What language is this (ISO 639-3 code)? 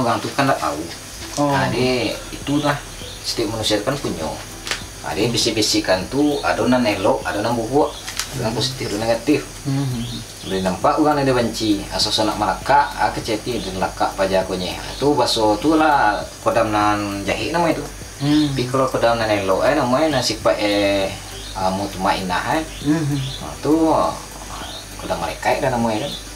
min